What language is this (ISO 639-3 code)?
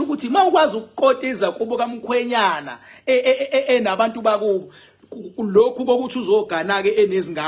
zul